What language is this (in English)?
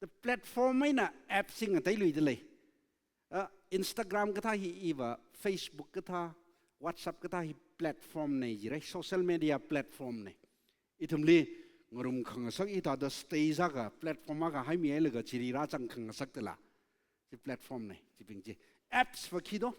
Tangkhul Naga (India)